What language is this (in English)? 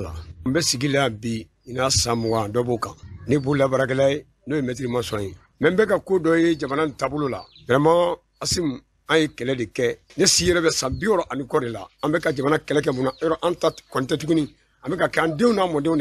Bambara